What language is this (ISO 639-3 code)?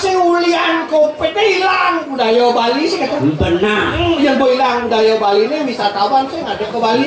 ban